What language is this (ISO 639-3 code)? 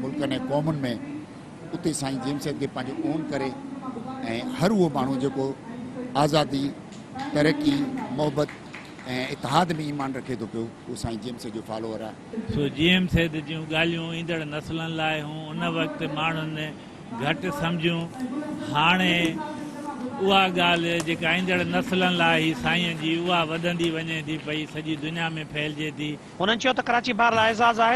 snd